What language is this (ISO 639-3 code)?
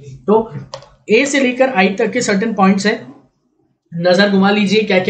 hin